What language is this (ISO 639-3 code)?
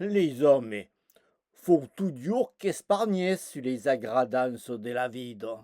oci